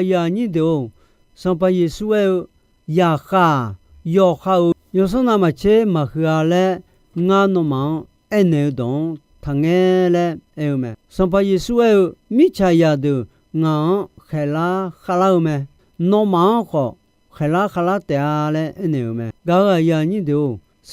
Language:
Akha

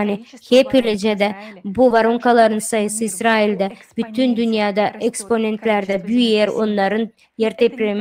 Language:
Gagauz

